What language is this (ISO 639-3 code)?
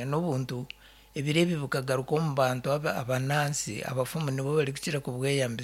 nyn